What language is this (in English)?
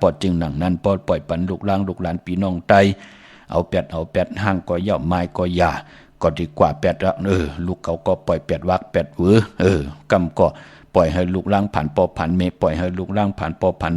Shan